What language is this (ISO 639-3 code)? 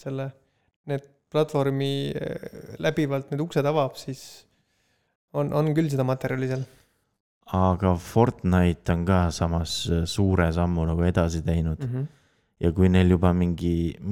est